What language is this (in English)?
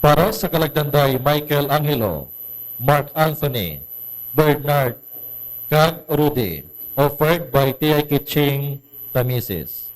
Hiligaynon